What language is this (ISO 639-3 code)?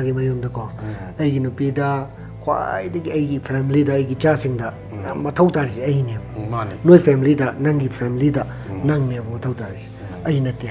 mni